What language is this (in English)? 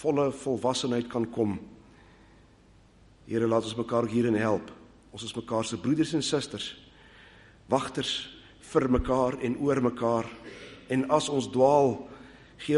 Afrikaans